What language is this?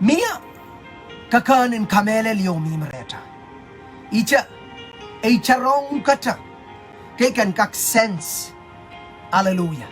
Pohnpeian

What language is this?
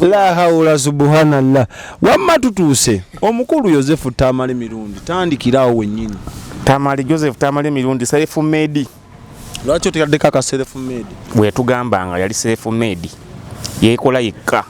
Ganda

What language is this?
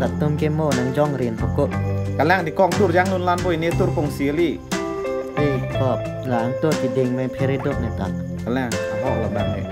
Karbi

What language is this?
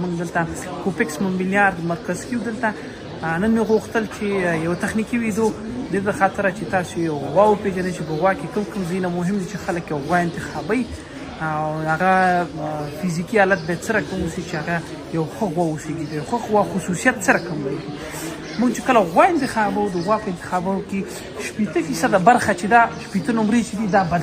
Pashto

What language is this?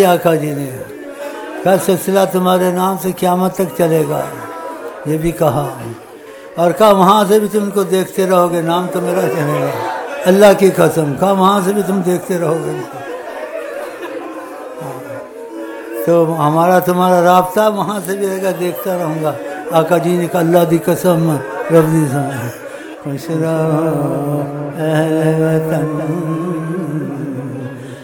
Urdu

